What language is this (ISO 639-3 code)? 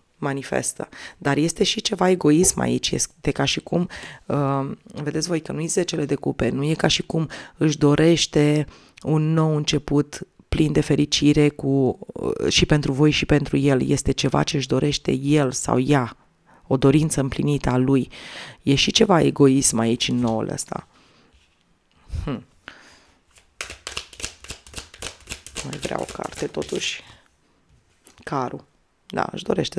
ron